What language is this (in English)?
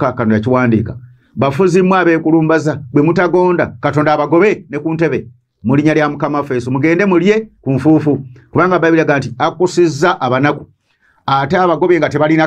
Ganda